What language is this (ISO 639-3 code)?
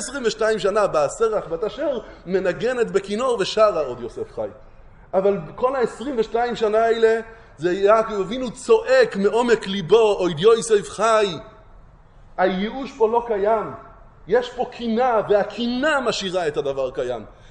heb